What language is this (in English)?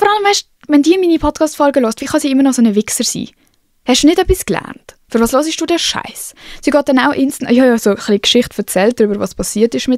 Swiss German